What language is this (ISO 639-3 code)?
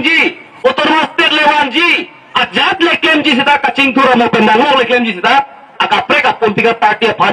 mjw